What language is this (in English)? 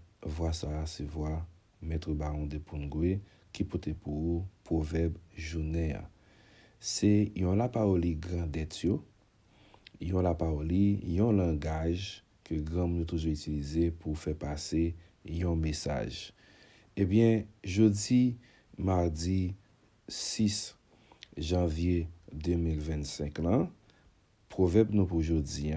Haitian Creole